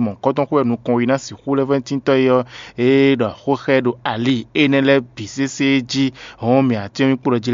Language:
Fon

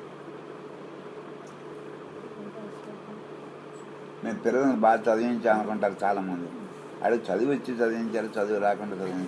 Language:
Telugu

